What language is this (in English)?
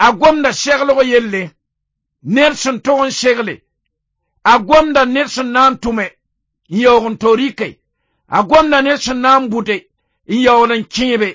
Mossi